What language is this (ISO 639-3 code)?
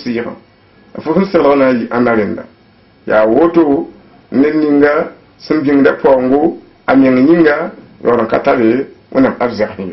mos